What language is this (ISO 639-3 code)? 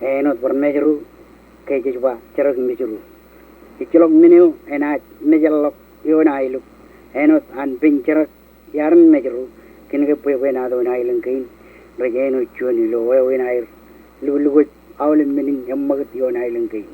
mah